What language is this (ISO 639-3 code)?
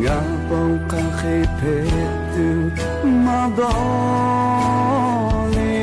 lhu